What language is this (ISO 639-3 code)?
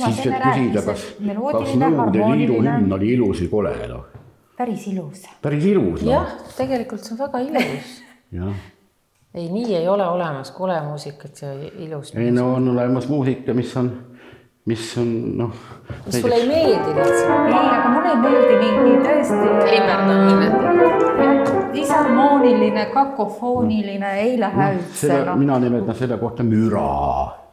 est